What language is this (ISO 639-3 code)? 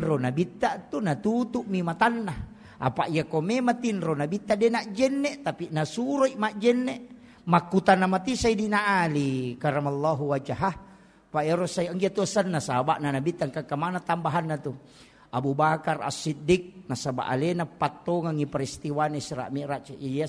bug